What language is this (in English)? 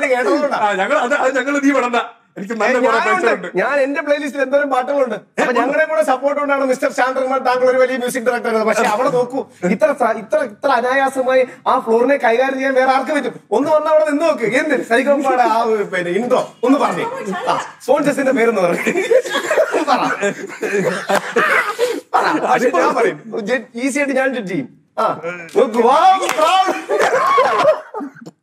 Malayalam